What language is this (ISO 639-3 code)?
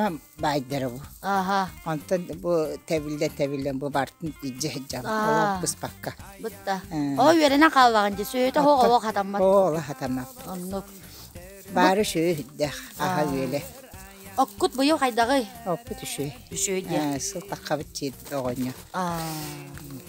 sah